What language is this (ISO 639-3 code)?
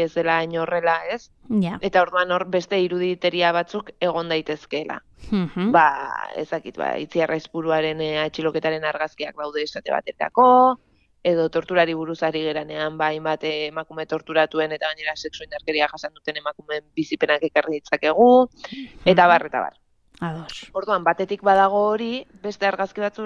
eus